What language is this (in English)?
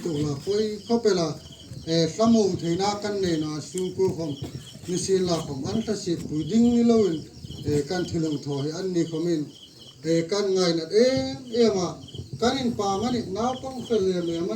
Hmar